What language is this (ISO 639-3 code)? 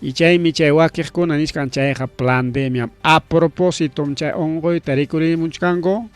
quy